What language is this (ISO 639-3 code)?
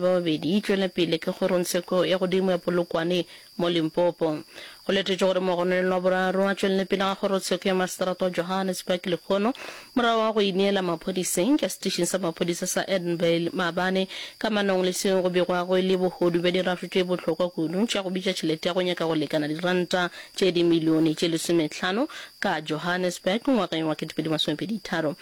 nso